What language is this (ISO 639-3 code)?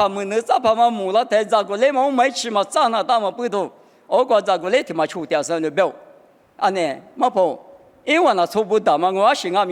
lis